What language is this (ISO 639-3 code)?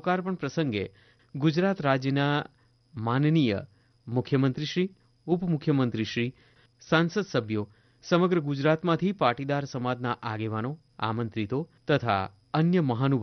guj